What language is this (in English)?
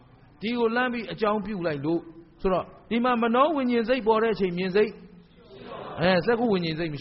Burmese